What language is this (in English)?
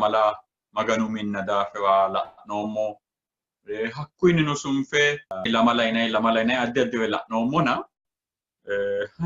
Sidamo